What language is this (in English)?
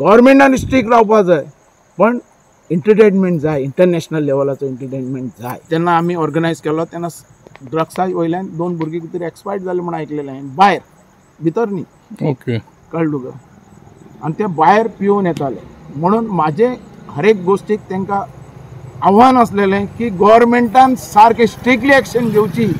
Konkani